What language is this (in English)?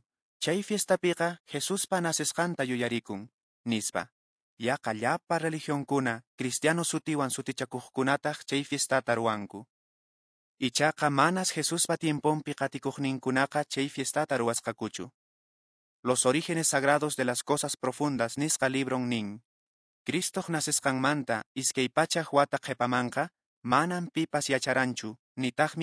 Quechua